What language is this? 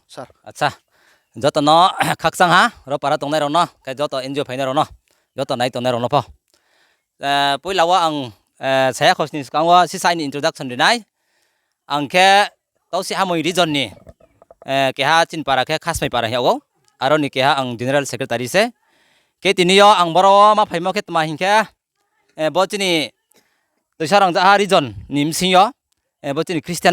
Riang (India)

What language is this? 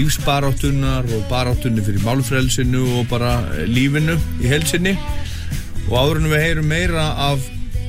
Icelandic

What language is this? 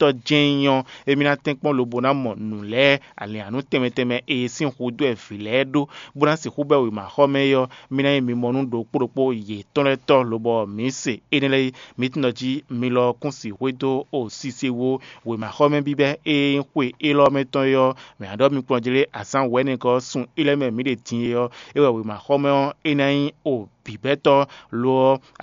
Fon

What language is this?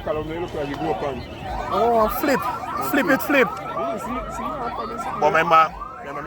Jamaican Creole English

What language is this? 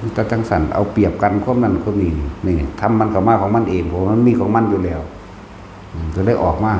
Northeastern Thai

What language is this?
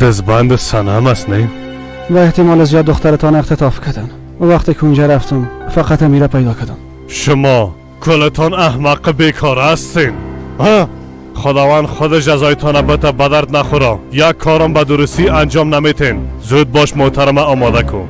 Persian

